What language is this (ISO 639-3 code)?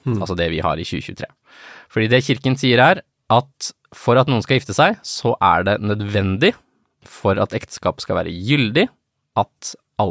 nor